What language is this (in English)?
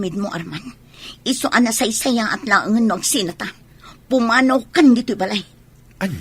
Iloko